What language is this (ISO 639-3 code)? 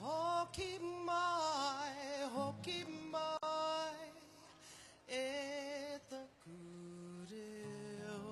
mri